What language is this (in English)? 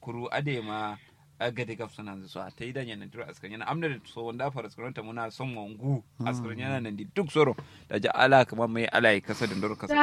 Kanuri